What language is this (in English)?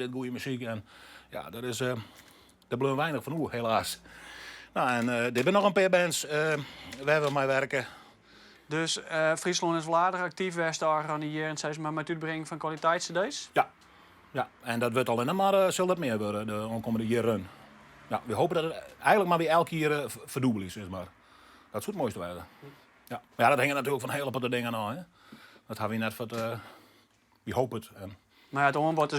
Western Frisian